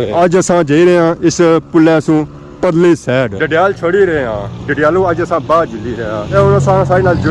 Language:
Pahari-Potwari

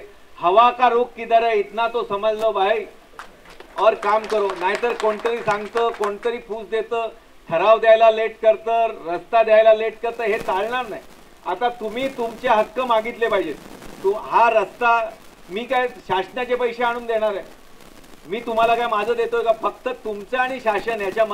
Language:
Marathi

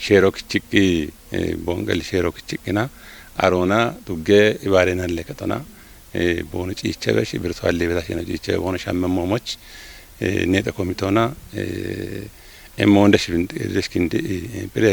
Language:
Kafa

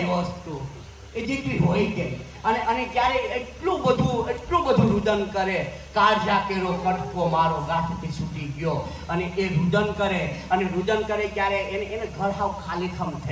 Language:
Gujarati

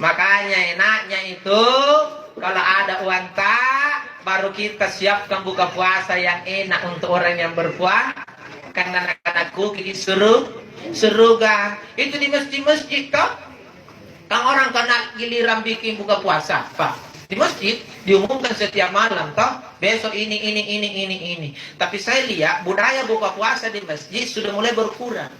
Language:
Makasar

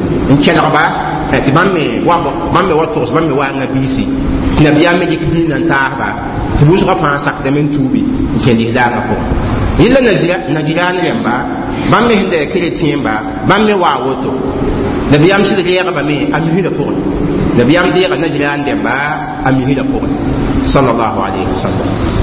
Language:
Mossi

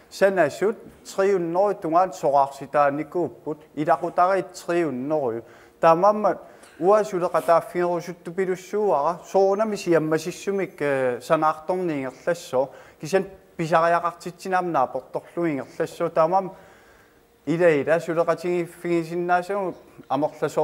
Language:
Kalaallisut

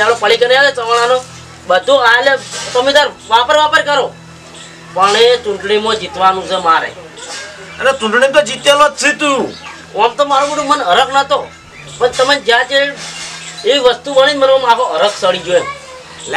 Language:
Gujarati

